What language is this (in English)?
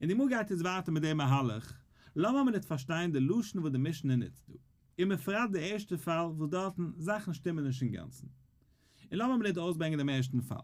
Yiddish